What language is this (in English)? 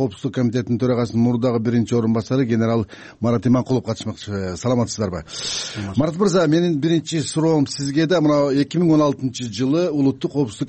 Kyrgyz